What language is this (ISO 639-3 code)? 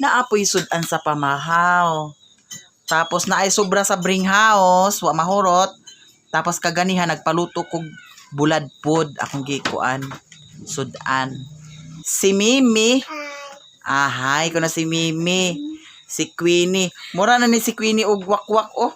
ceb